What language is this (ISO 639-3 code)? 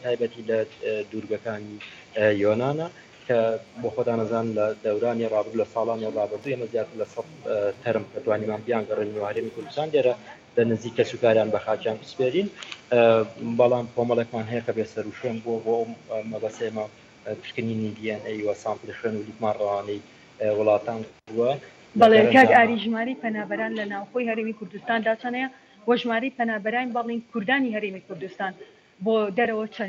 ckb